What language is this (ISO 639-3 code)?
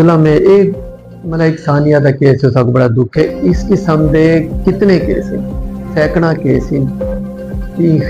skr